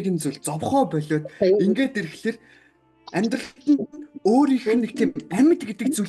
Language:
Mongolian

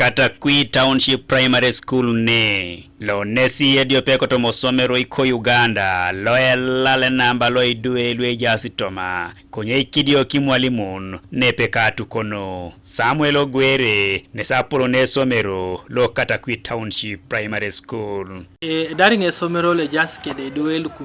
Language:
Teso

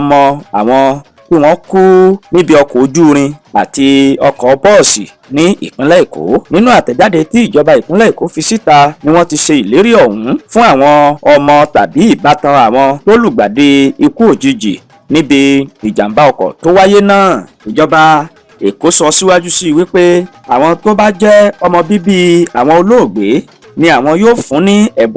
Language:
Yoruba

